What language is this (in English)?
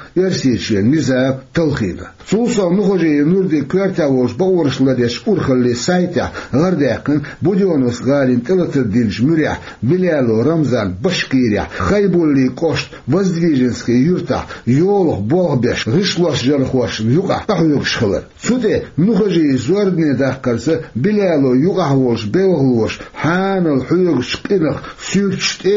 Chechen